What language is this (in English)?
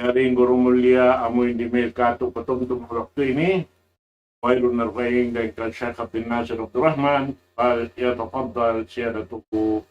Tausug